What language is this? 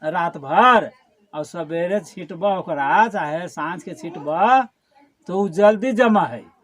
Magahi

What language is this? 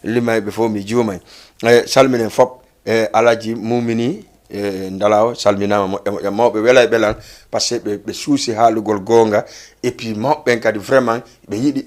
Fula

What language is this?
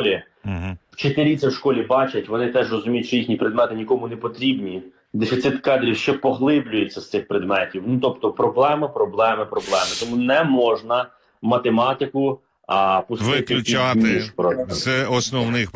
Ukrainian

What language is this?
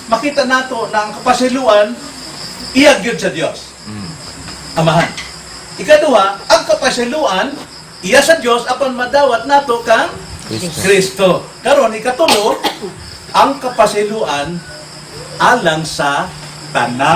Cebuano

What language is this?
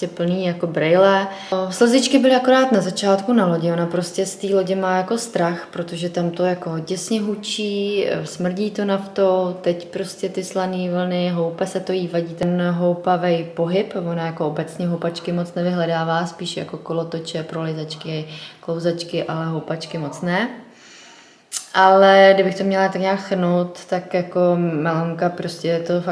Czech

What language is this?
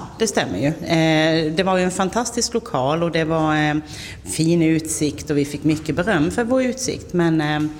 Swedish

